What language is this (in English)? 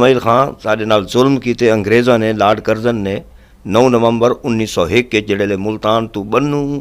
Saraiki